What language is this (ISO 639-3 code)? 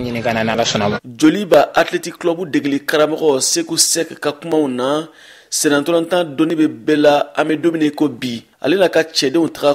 bam